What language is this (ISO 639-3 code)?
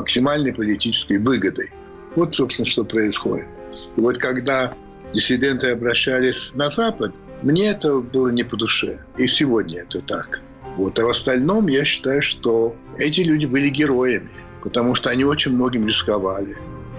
rus